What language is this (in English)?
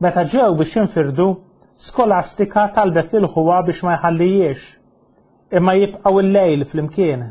Maltese